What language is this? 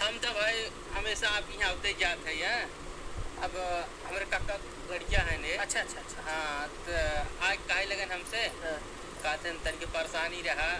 Awadhi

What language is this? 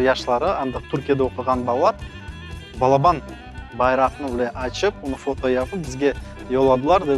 Crimean Tatar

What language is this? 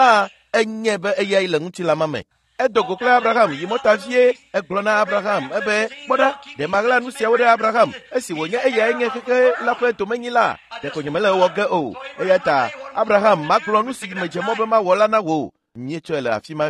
Ewe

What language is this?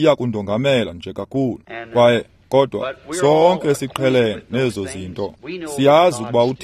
Xhosa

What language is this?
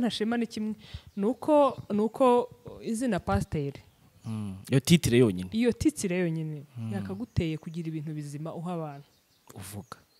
Kinyarwanda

